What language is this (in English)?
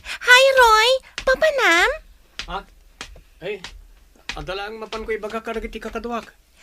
Iloko